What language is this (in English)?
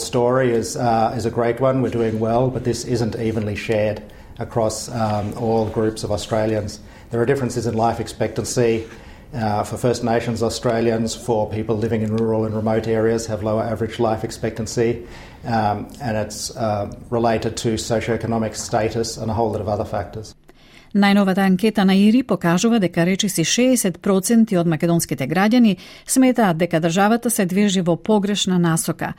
Macedonian